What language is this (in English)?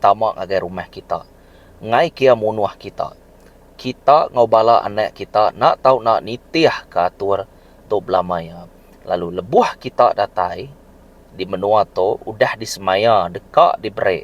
Iban